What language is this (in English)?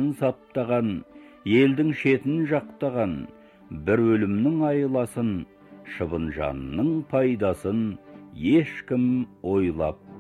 Kazakh